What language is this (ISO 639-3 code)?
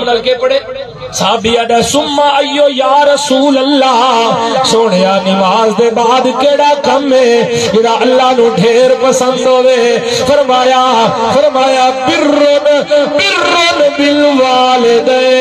skr